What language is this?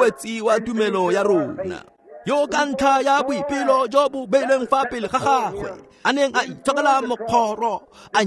Tswana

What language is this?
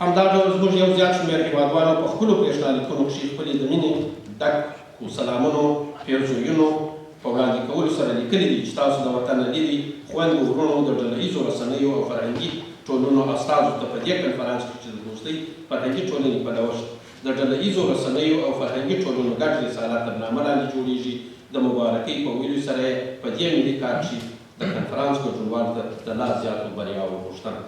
Pashto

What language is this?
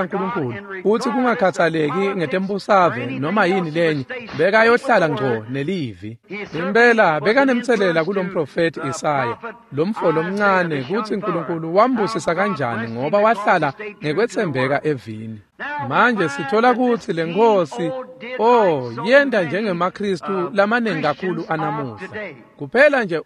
Swati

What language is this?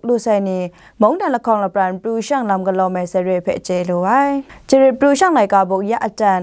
Kachin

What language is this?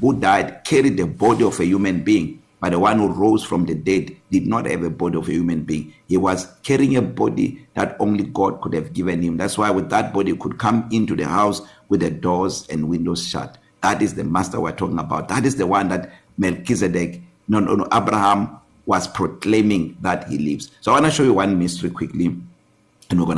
English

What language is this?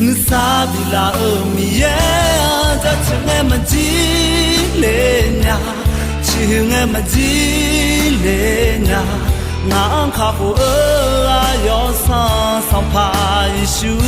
Akha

